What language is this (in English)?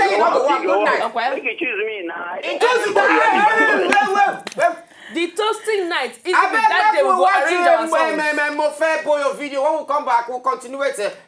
Nigerian Pidgin